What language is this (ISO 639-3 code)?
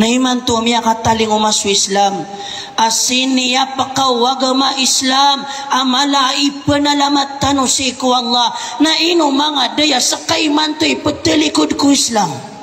mrw